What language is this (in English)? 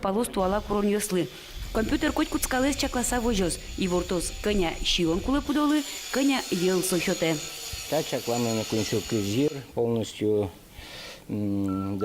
Udmurt